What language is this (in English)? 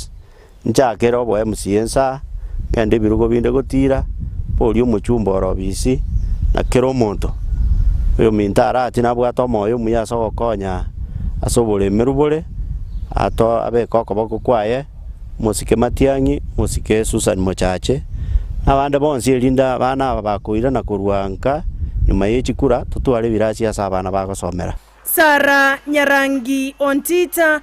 Gusii